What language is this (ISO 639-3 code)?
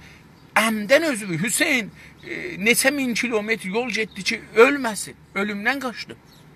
azb